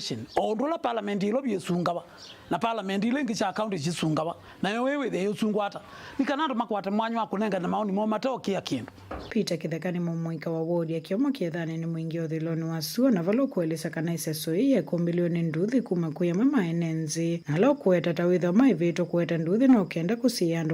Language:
Kamba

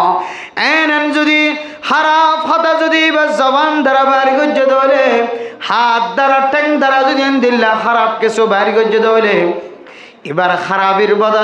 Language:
Rohingya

